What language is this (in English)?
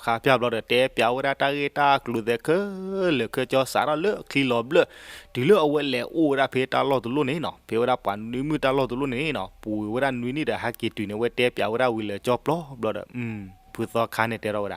S'gaw Karen